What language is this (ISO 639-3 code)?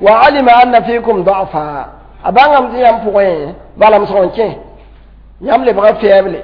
mos